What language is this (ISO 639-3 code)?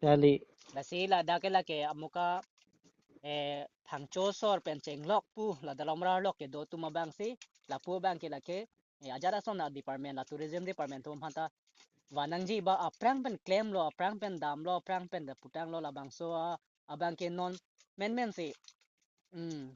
mjw